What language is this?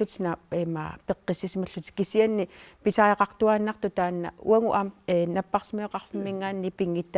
Kalaallisut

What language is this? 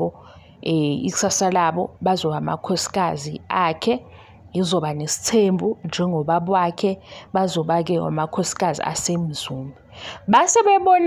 Zulu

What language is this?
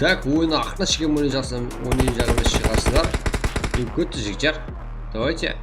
Kara-Kalpak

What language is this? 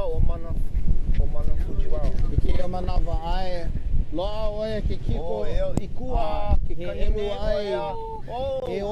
Hawaiian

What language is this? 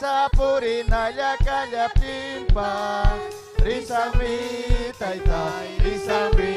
Ayacucho Quechua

